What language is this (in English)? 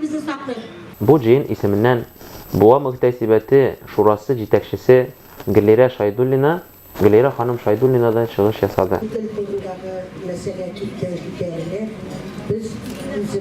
Tatar